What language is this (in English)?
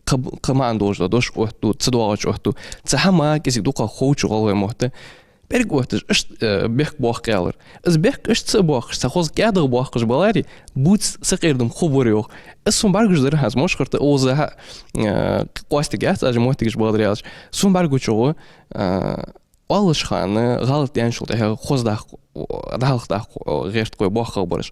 Ingush